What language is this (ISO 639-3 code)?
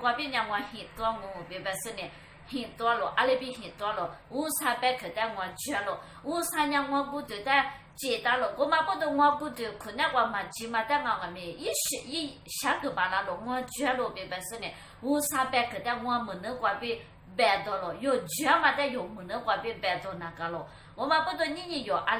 lis